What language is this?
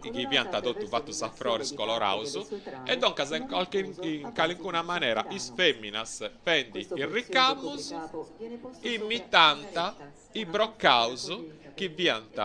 Sardinian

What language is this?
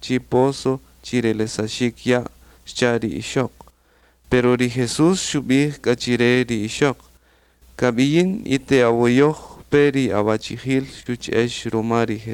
Kaqchikel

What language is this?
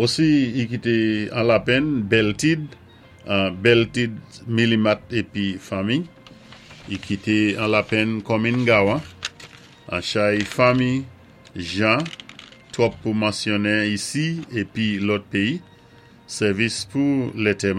Saint Lucian Creole French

